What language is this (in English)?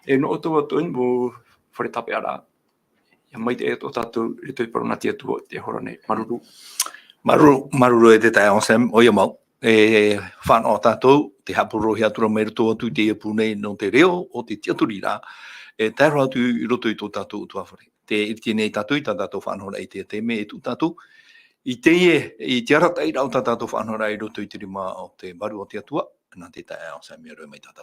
Tahitian